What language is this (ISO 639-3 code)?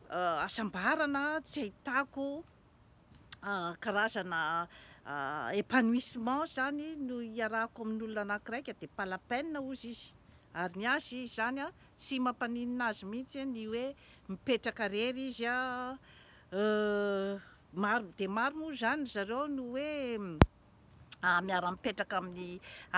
mlg